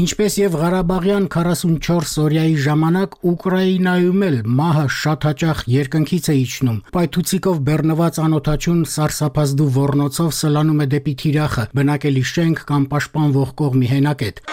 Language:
Armenian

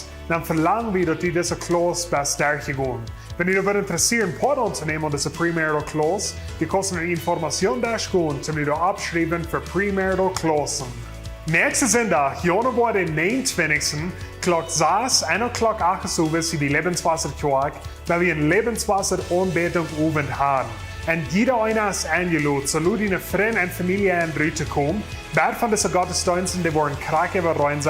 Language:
Plautdietsch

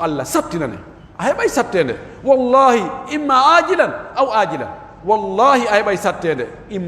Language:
Pular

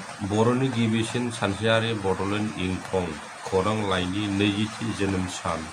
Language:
Bodo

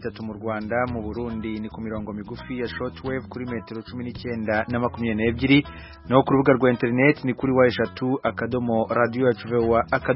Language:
Kinyarwanda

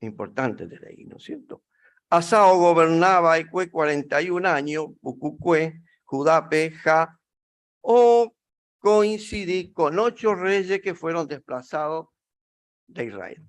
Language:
Guarani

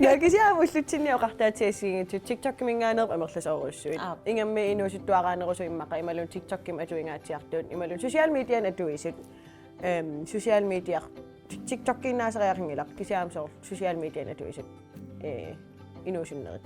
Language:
Kalaallisut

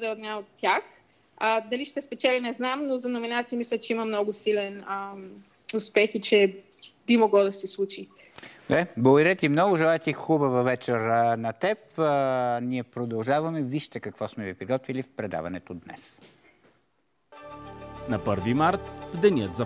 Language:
Bulgarian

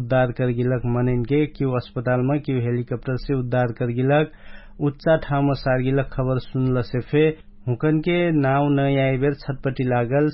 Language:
Dangaura Tharu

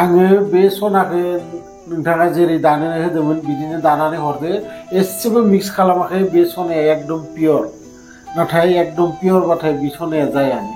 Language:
Bodo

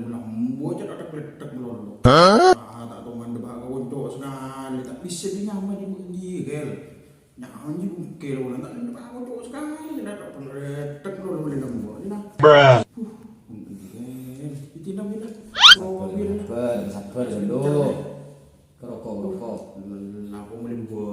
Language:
Madurese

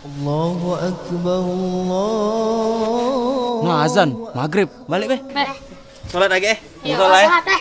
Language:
Musi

